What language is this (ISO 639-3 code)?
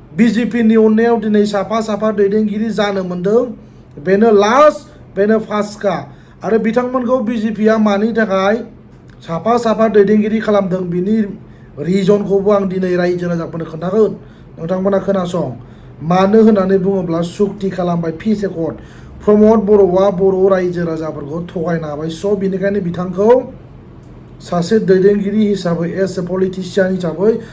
brx